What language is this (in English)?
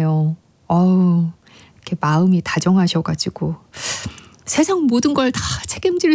Korean